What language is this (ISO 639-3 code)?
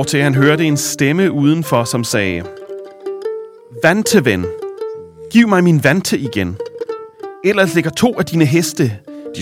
dan